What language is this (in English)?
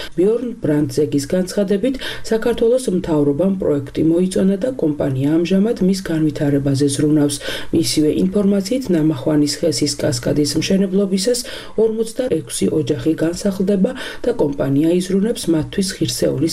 Georgian